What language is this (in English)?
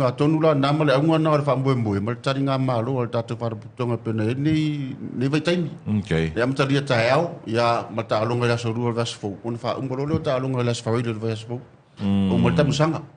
Samoan